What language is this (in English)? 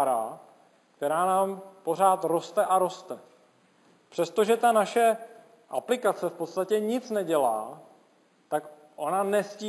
Czech